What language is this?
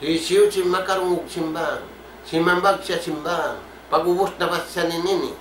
Tausug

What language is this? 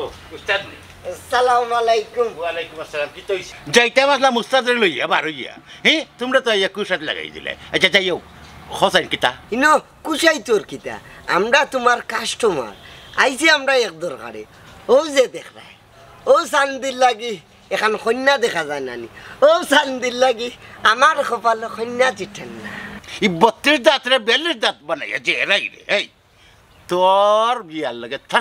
Sylheti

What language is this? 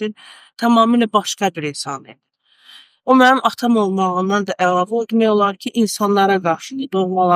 Azerbaijani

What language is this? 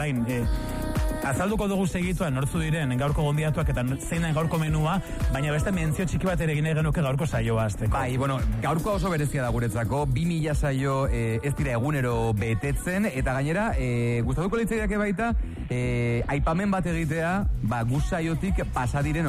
Basque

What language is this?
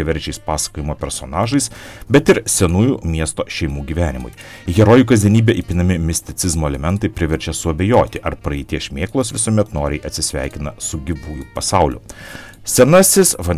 Lithuanian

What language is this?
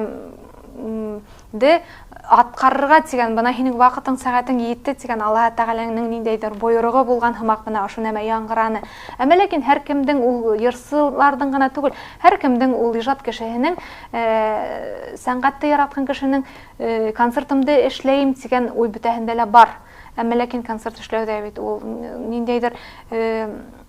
Bashkir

